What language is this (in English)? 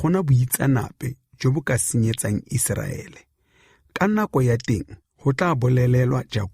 Tswana